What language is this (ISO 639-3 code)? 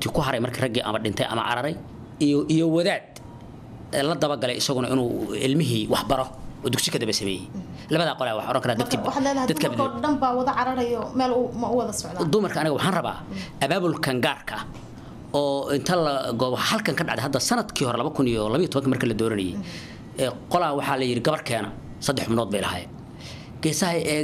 som